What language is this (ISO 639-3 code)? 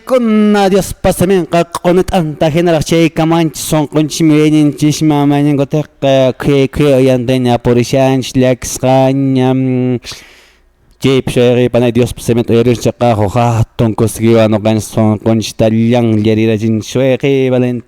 que